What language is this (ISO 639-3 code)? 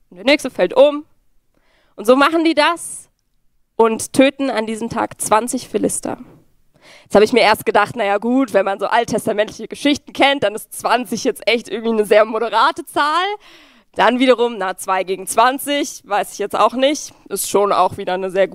gsw